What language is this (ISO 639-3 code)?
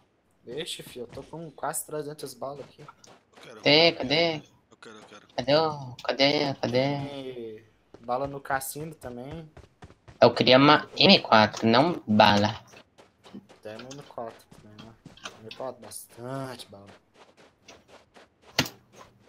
por